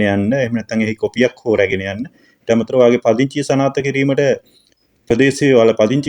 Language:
Sinhala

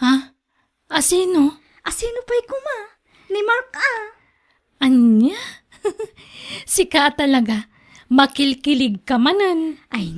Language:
Iloko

